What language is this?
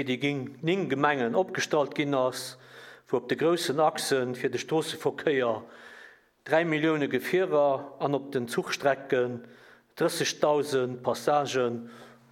Luxembourgish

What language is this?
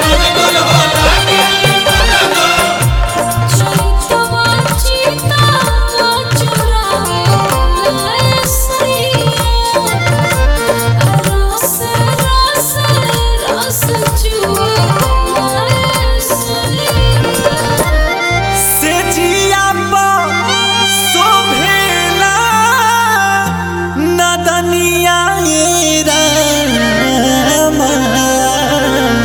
Bhojpuri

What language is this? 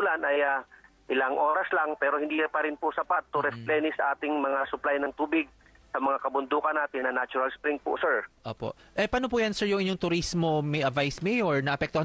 Filipino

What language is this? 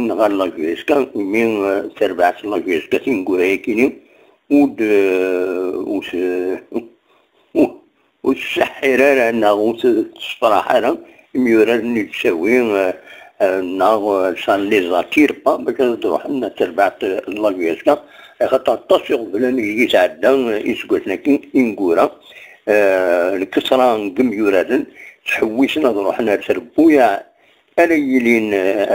Kabyle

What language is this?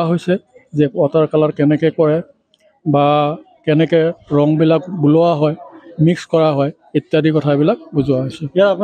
Assamese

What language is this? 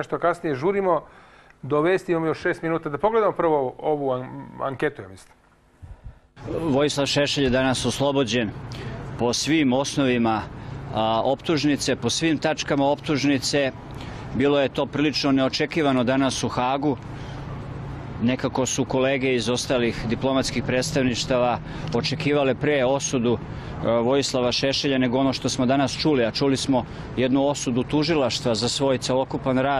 Serbian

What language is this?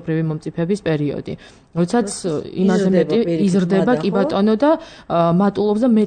Georgian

